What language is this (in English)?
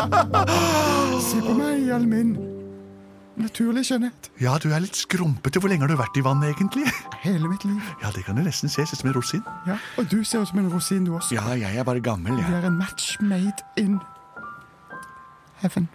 Norwegian